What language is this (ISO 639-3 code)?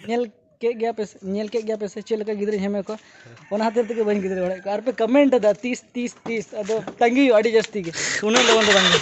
sat